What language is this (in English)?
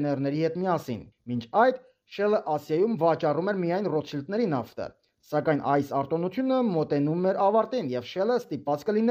Armenian